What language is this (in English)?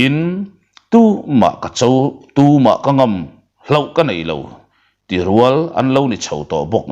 Mizo